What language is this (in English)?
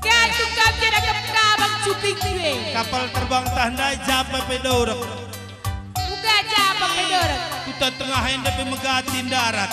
Batak Karo